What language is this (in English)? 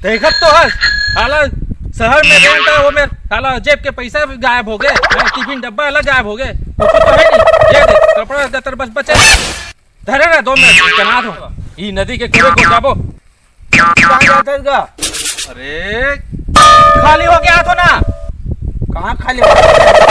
Chhattisgarhi